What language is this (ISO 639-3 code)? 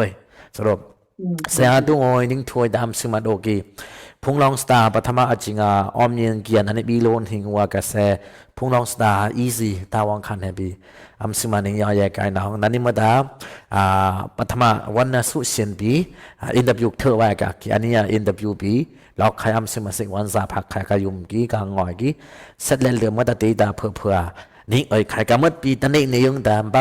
dis